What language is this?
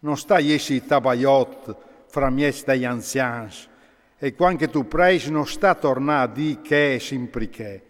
Friulian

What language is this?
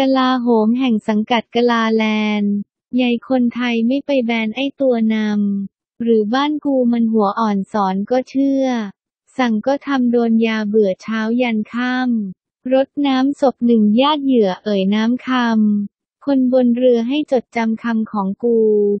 Thai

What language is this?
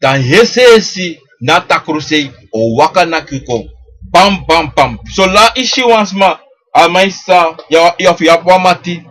Sranan Tongo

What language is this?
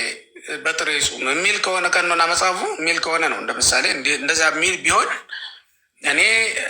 Amharic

